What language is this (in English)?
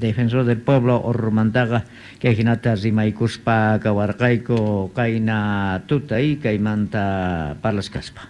South Bolivian Quechua